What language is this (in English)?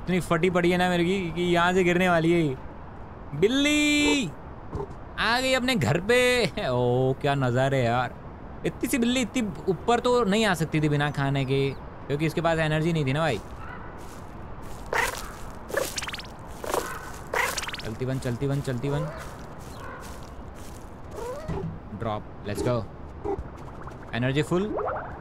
Hindi